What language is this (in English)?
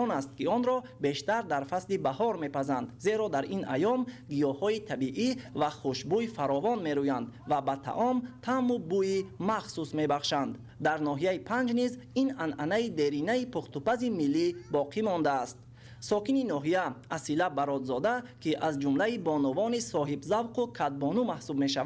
Tajik